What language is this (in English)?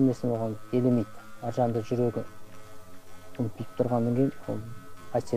Kazakh